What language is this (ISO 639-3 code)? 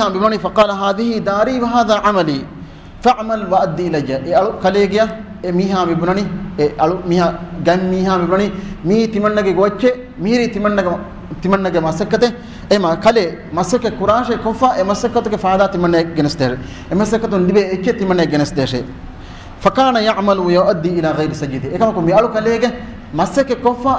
div